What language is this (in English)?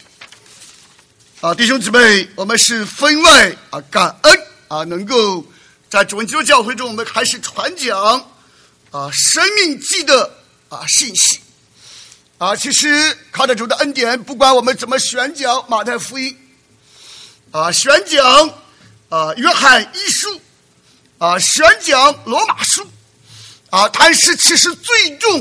Chinese